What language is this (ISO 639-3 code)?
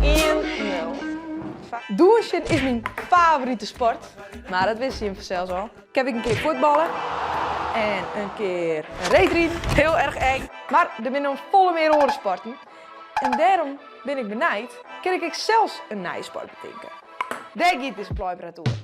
fry